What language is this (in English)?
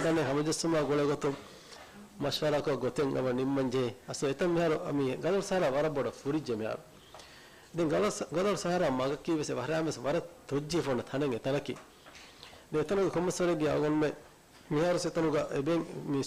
Divehi